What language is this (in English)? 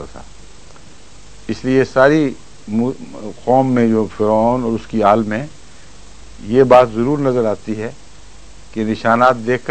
Urdu